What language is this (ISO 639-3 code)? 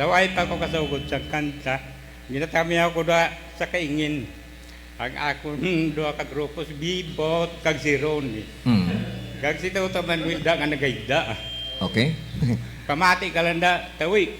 hil